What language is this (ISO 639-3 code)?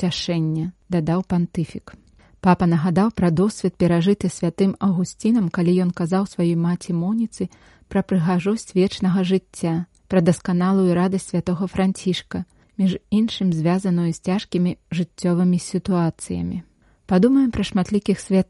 bel